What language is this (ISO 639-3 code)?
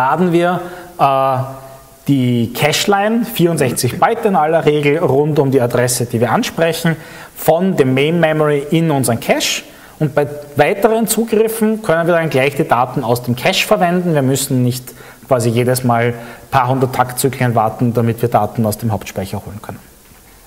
deu